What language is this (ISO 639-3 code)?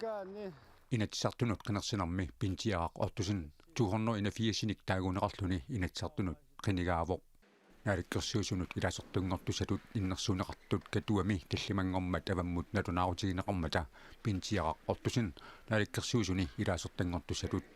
kal